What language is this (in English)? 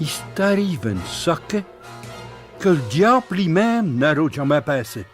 Picard